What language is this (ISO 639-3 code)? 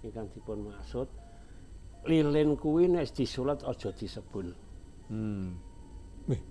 jav